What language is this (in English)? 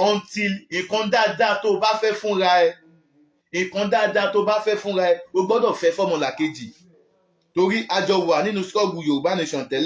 Yoruba